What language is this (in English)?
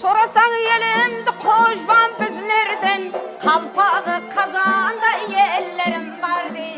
Kara-Kalpak